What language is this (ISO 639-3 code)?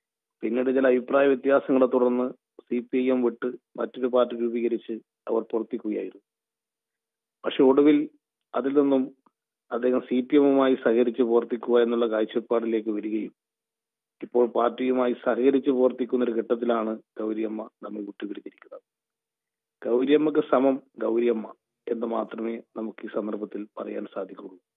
mal